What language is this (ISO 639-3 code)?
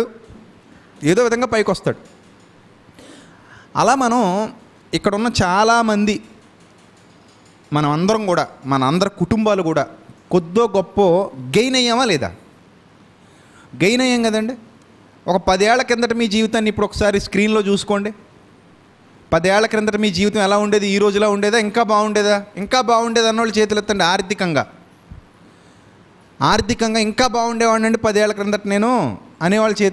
tel